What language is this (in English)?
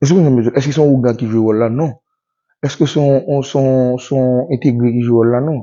Haitian Creole